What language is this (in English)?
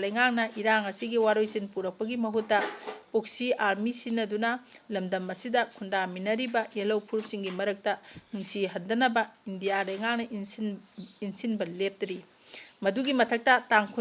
Manipuri